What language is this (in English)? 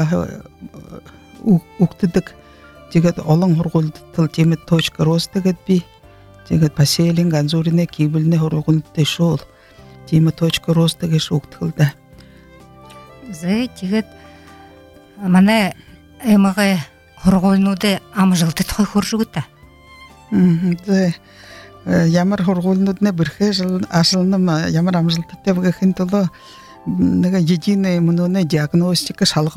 Buriat